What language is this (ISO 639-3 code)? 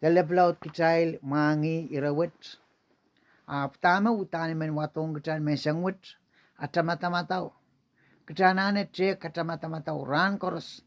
pon